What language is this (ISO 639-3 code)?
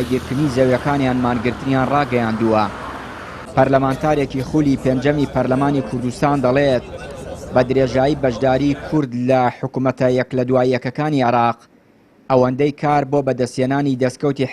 ckb